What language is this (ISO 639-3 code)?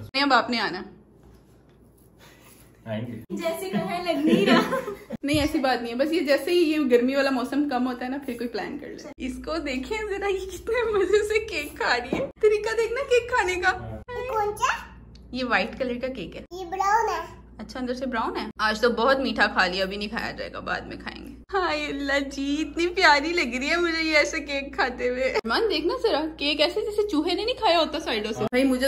hin